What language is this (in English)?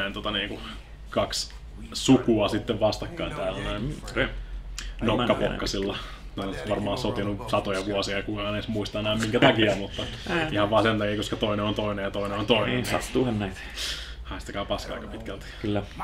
Finnish